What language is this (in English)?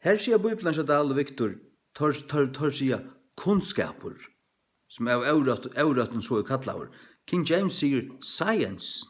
Faroese